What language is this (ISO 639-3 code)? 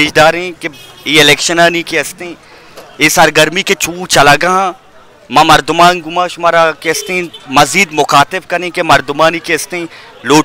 bal